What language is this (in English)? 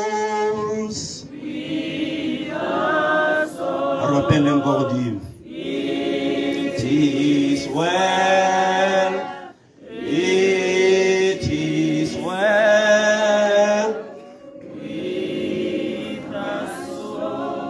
Tswana